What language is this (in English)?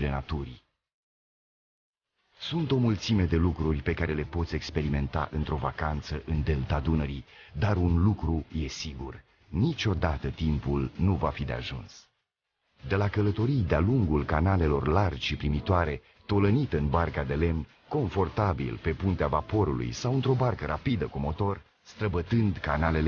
Romanian